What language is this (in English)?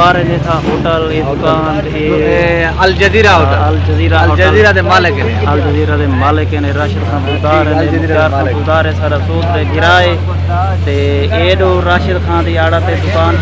Saraiki